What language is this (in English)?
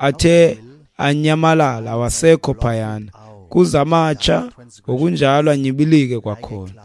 Xhosa